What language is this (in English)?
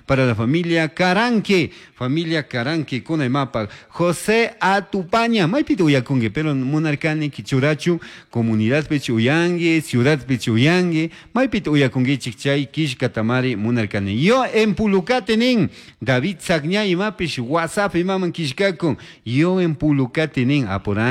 Chimborazo Highland Quichua